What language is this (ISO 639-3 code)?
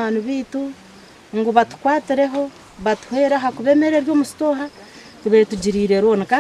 nyn